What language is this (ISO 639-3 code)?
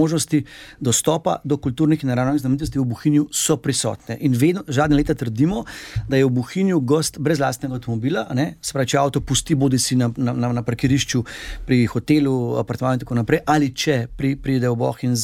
slv